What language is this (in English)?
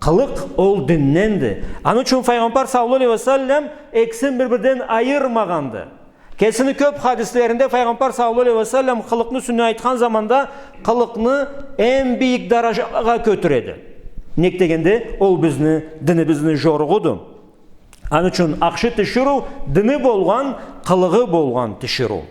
Karachay-Balkar